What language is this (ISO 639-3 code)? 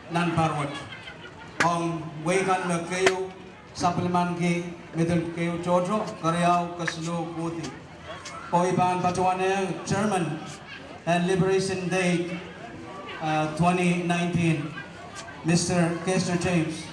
pon